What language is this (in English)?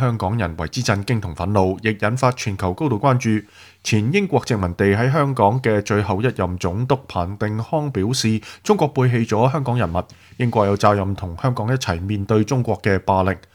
Cantonese